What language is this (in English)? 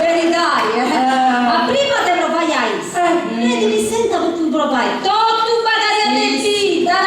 Sardinian